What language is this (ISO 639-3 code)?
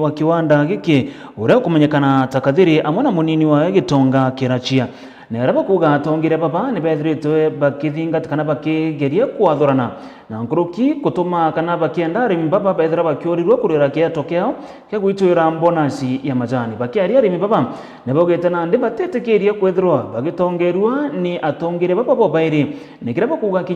mer